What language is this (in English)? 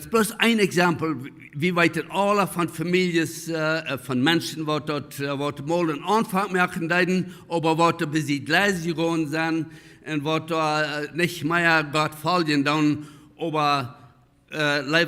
Plautdietsch